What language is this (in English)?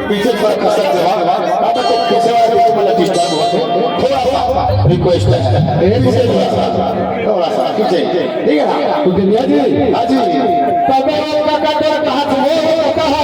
Chhattisgarhi